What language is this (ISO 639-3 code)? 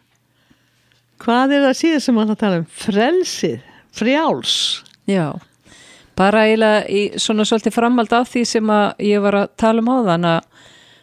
isl